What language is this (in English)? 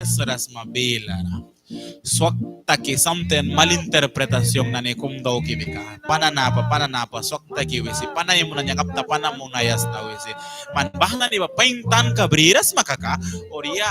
Mískito